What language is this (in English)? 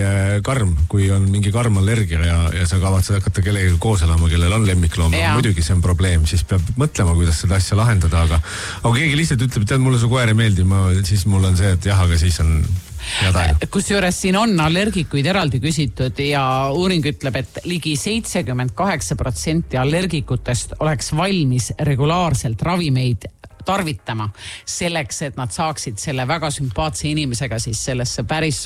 Estonian